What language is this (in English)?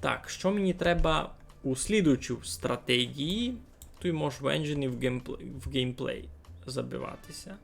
Rusyn